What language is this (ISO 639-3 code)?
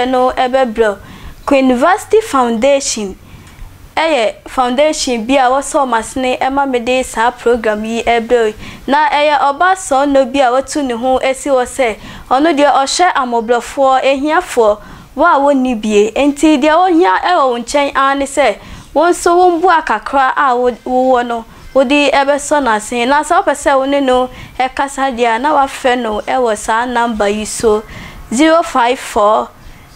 aka